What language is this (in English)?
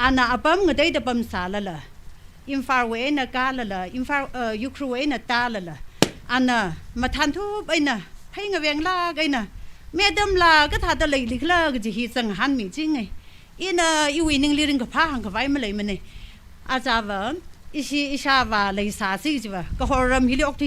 Tangkhul Naga (India)